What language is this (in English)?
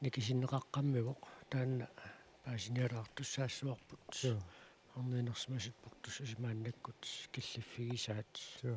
Kalaallisut